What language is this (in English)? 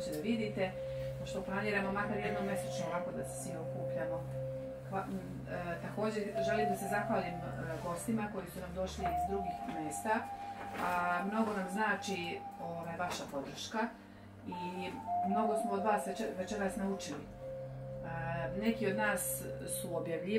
Serbian